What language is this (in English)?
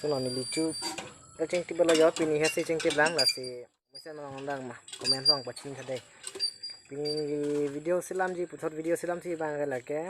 Karbi